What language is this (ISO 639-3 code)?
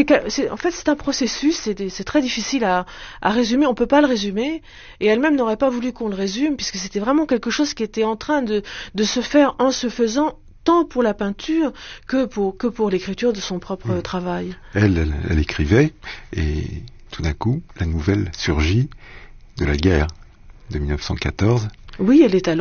fra